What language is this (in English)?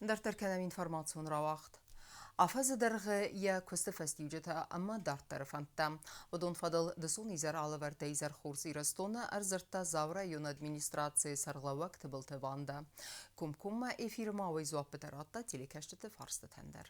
Ossetic